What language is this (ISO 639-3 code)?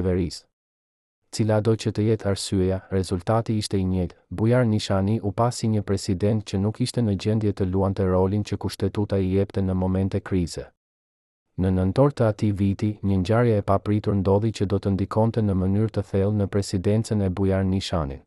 sqi